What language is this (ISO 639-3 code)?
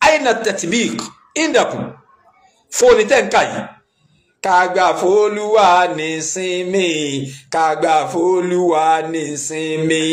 yor